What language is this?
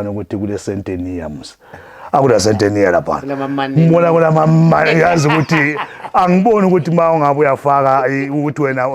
Zulu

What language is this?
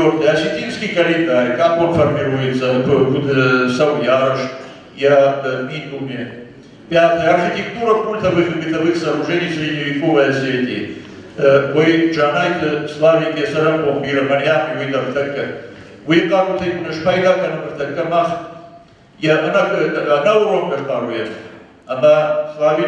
Ossetic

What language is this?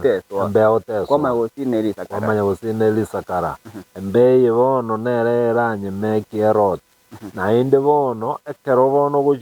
Gusii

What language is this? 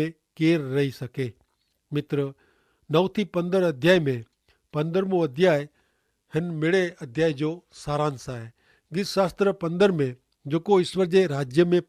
Kachhi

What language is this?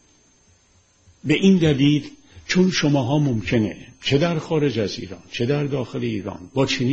Persian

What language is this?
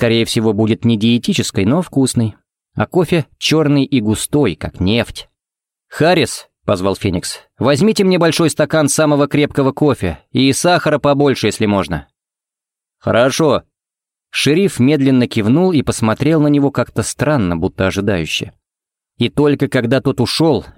Russian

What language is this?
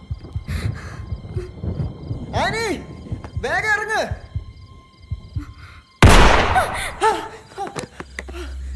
Malayalam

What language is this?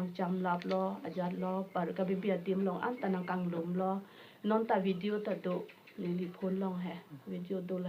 Karbi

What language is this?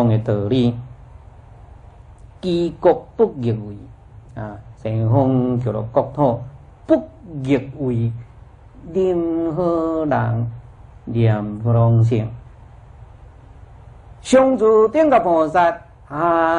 Chinese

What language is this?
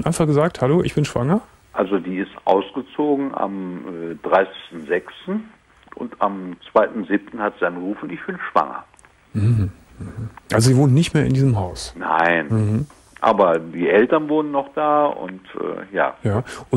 German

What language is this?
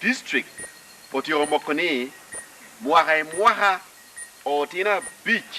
Lango (Uganda)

